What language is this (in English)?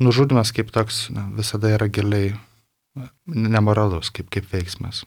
Lithuanian